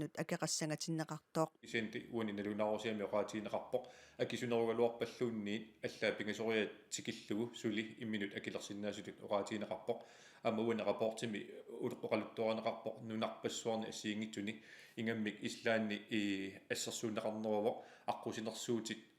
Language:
Kalaallisut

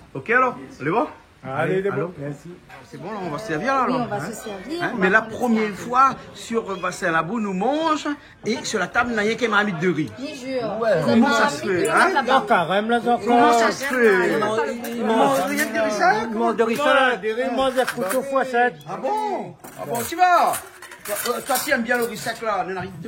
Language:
Réunion Creole French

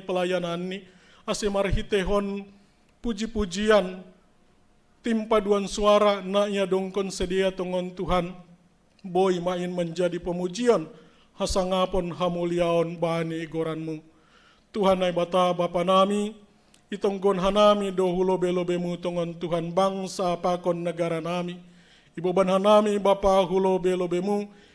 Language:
Batak Simalungun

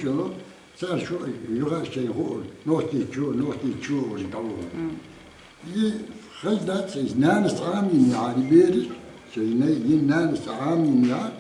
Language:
Chechen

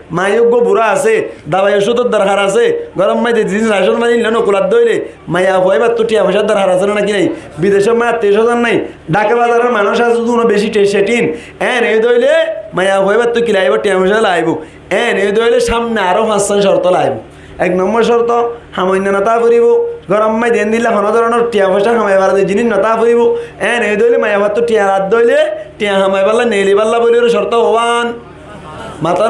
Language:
Rohingya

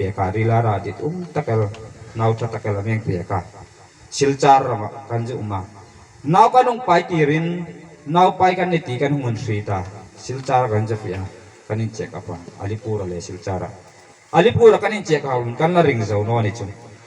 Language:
Hmar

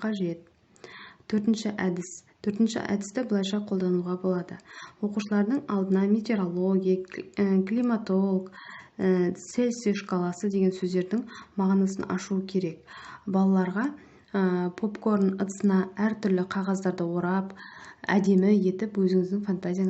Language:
Kazakh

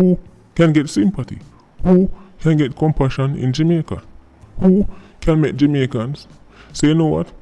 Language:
Jamaican Creole English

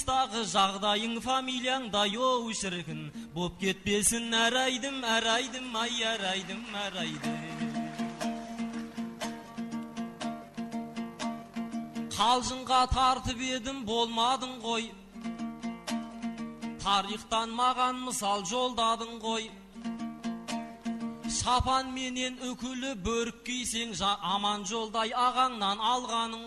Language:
Kazakh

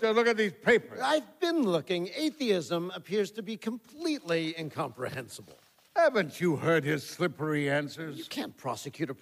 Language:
English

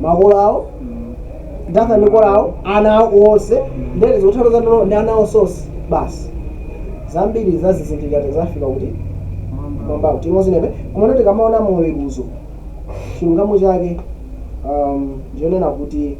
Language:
Nyanja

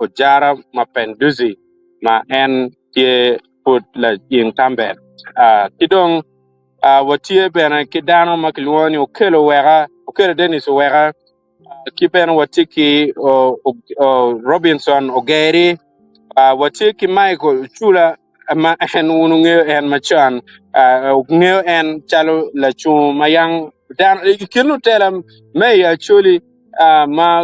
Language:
Acoli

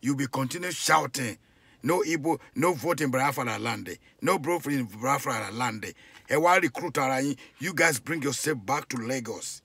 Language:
Yoruba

